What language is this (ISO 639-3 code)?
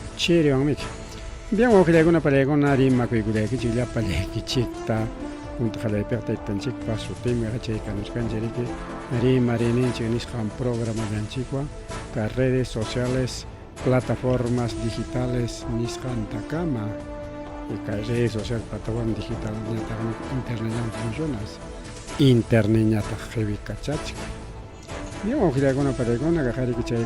quy